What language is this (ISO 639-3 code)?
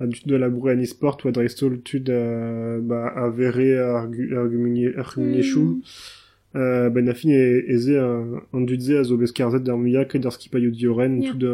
bre